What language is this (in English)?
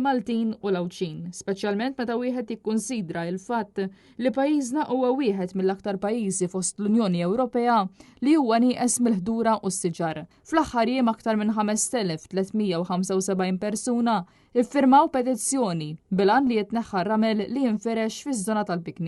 Maltese